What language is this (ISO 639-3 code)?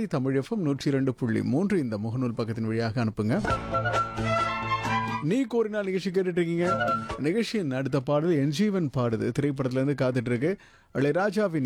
tam